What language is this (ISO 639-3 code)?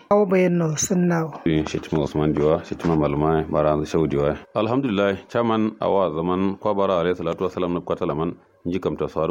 kau